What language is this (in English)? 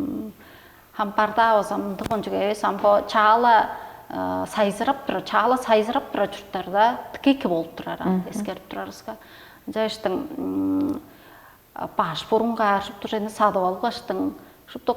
Tuvinian